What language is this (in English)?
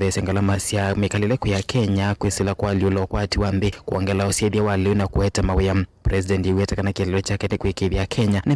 Kamba